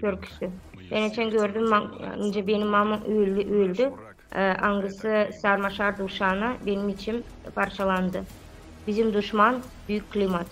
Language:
Gagauz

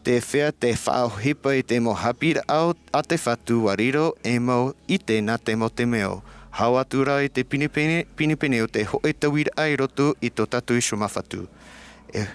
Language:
Tahitian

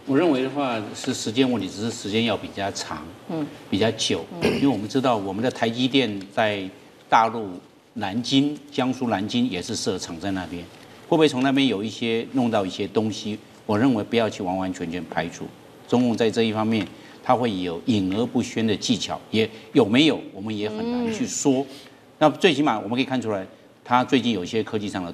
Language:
Chinese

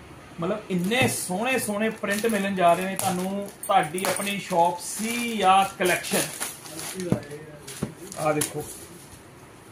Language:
Punjabi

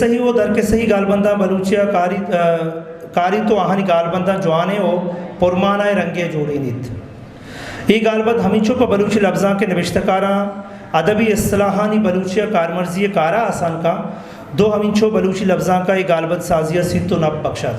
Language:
Eastern Balochi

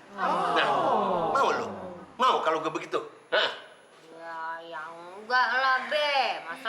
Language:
Betawi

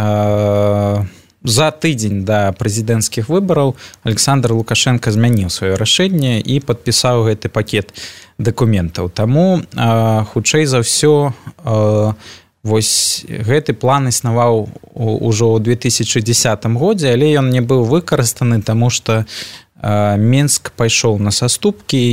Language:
Belarusian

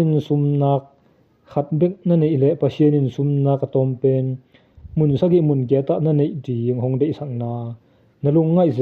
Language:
Tedim Chin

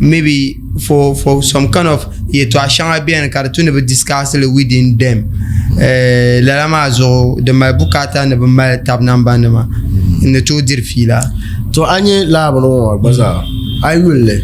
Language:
Dagbani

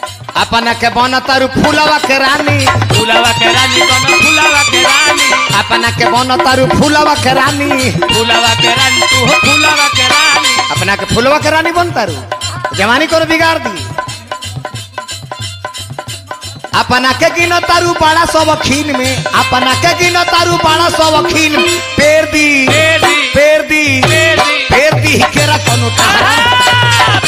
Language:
Bhojpuri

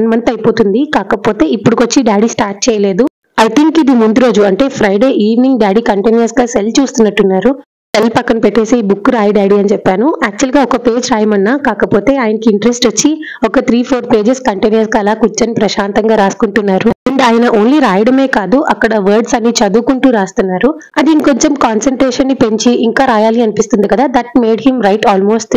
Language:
Telugu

